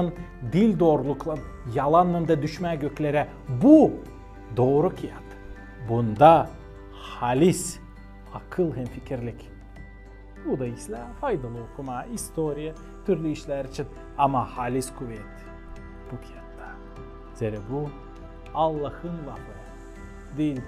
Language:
Gagauz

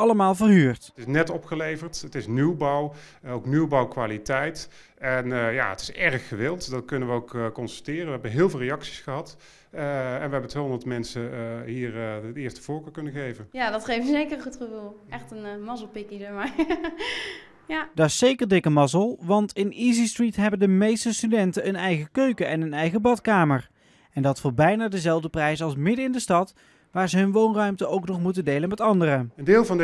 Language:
Dutch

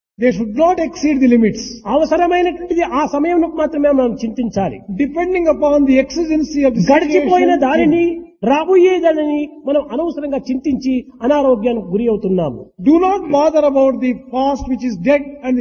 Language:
Telugu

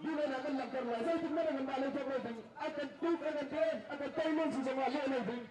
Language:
Hakha Chin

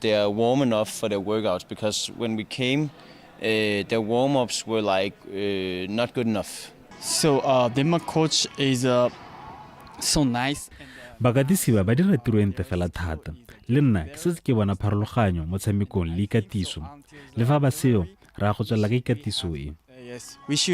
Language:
Tswana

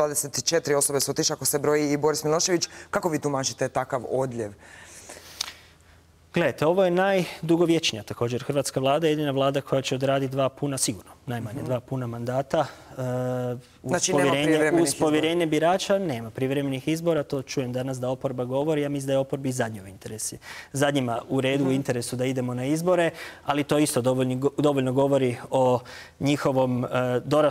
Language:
Croatian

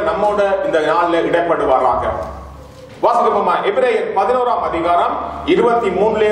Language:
Tamil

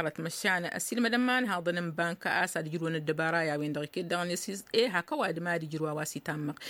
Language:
Tamasheq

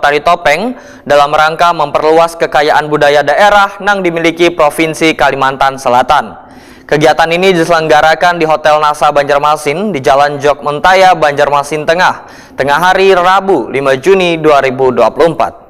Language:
Banjar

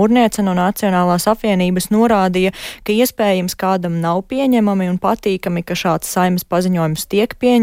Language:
Latvian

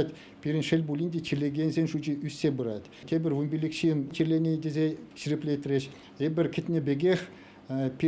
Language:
Chuvash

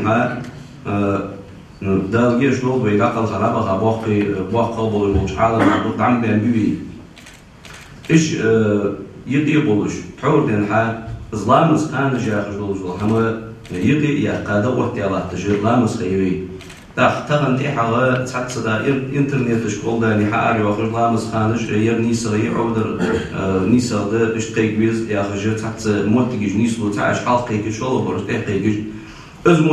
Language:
Ingush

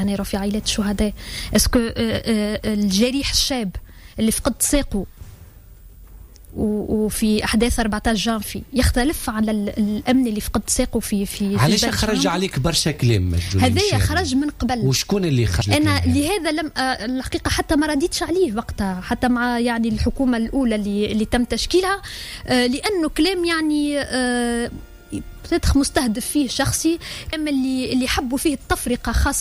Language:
Tunisian Arabic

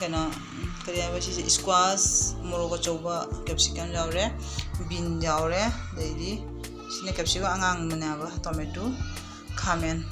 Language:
Manipuri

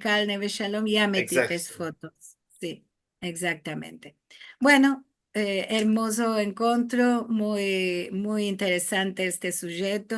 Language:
Ladino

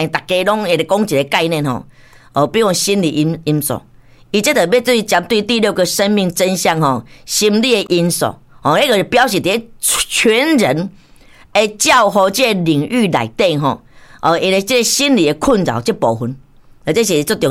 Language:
Min Nan Chinese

